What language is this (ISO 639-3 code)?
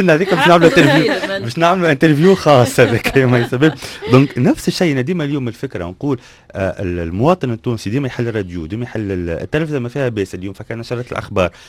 aeb